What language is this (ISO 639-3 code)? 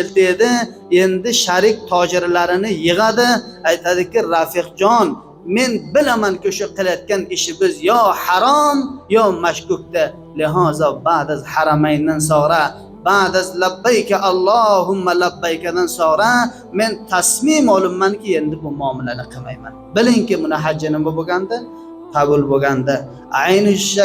uzb